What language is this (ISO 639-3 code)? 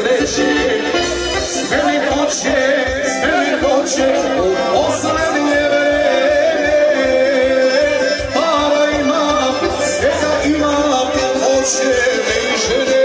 srp